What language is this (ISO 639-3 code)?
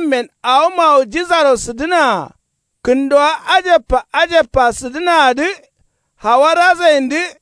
kau